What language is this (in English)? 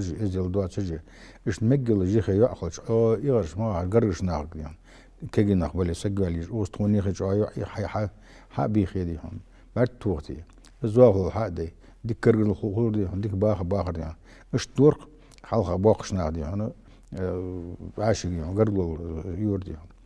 Ingush